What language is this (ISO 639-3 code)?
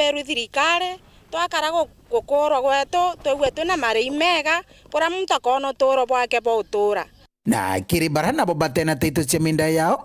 mer